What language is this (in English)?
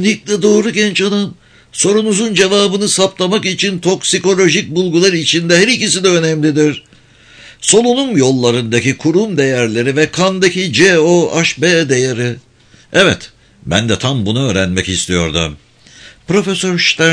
Turkish